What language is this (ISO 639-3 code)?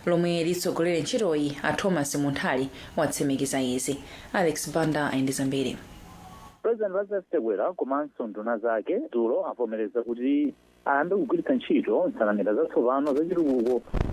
nya